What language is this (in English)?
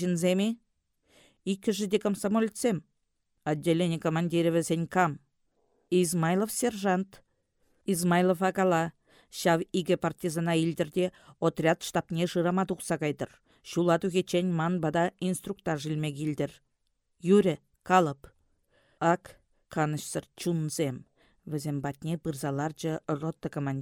Chuvash